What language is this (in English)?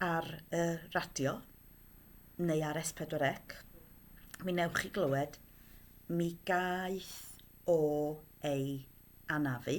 Welsh